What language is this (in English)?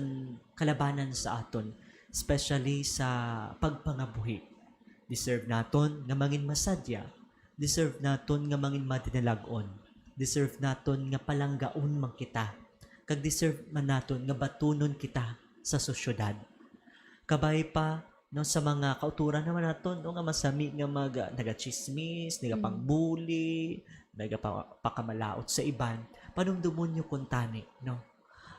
Hiligaynon